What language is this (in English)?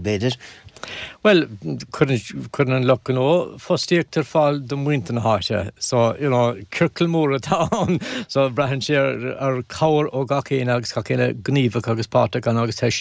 Irish